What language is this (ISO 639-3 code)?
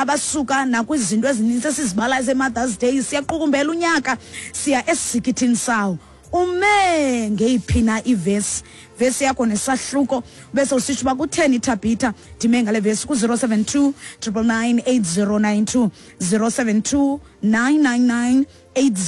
xho